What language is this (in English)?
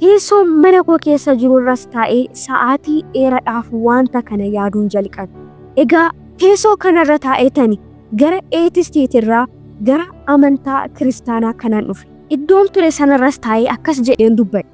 Oromo